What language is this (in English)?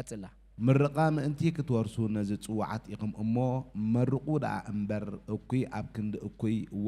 Tigrinya